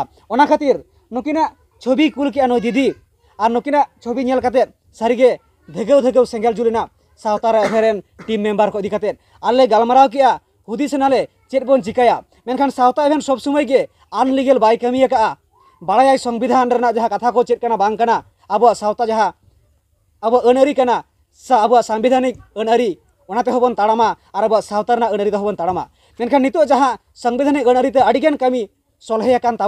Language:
Santali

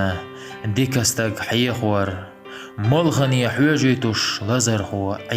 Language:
Chechen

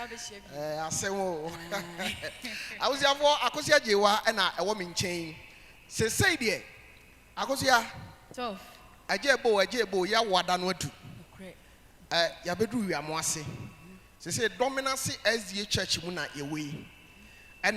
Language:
Akan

